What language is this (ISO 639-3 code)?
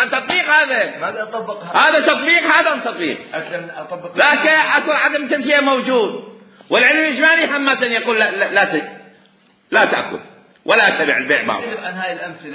acm